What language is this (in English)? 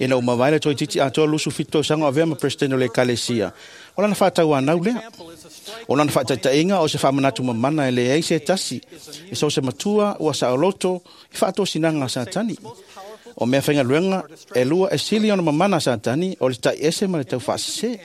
Samoan